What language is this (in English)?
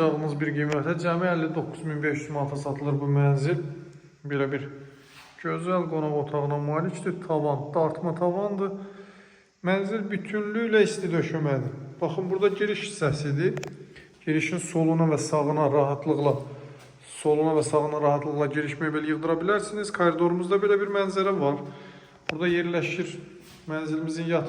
Azerbaijani